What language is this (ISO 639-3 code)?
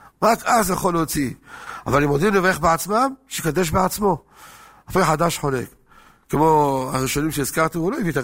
heb